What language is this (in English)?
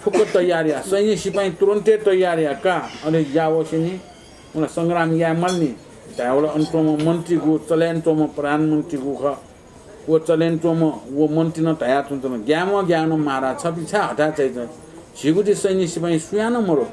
Newari